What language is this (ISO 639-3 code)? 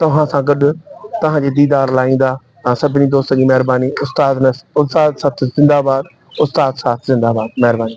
snd